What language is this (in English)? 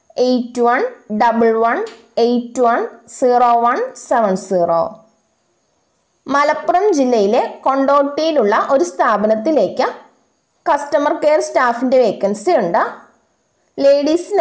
Malayalam